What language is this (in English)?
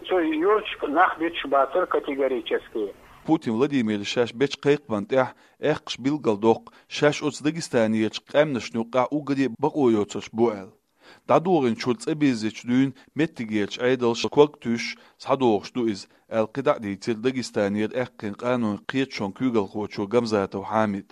Chechen